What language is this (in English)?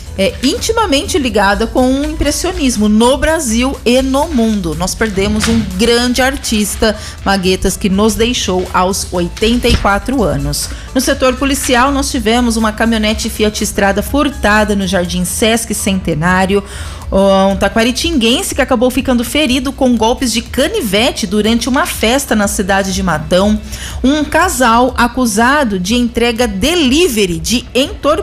Portuguese